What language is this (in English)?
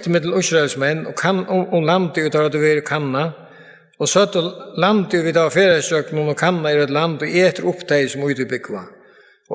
Faroese